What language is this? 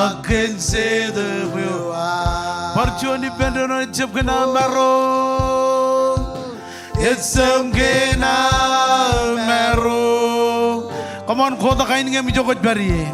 Marshallese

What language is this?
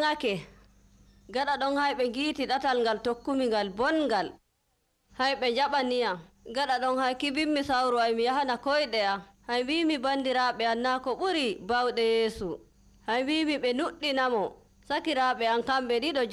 Nigerian Fulfulde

